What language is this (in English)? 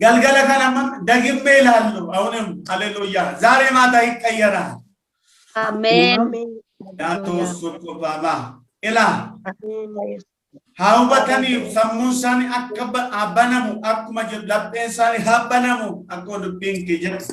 Oromo